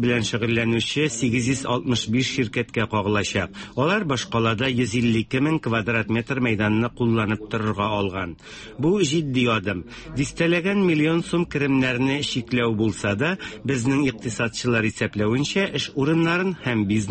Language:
Tatar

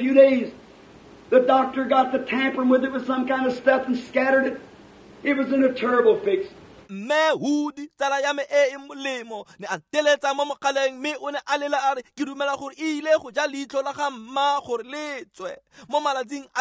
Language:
Tswana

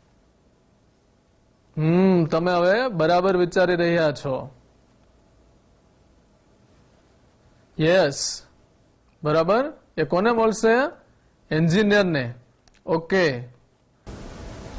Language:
Gujarati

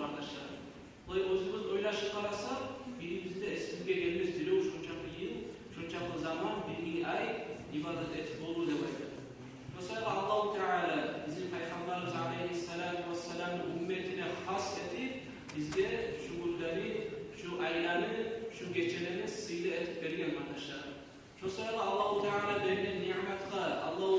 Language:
Kumyk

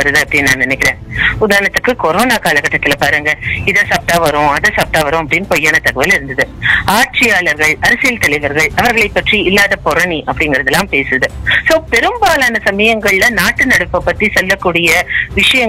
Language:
Tamil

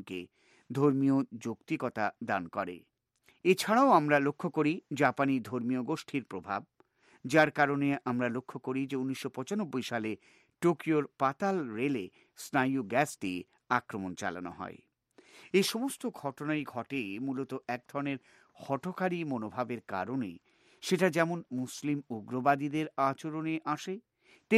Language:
Bangla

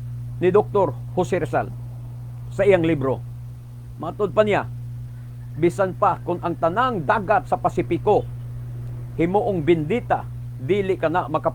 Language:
Cebuano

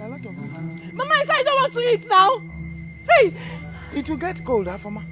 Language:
Nigerian Pidgin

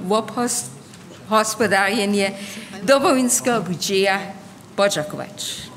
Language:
Upper Sorbian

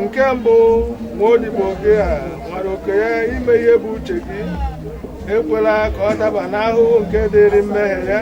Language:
Igbo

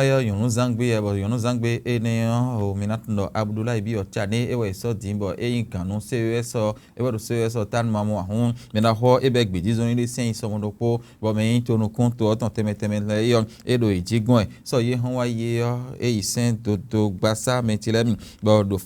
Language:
Fon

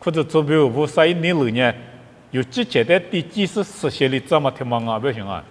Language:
Lisu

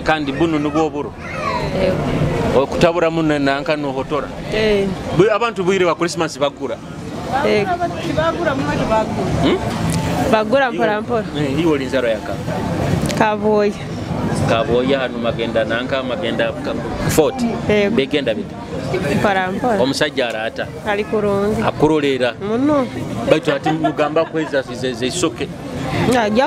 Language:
Nyoro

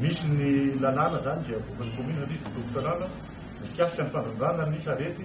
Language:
Malagasy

